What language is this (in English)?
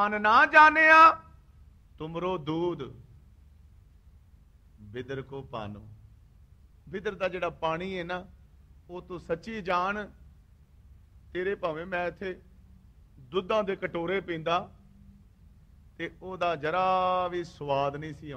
Punjabi